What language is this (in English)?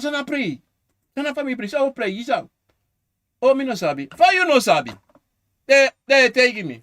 Sranan Tongo